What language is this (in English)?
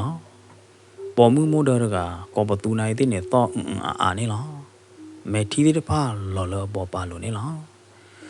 S'gaw Karen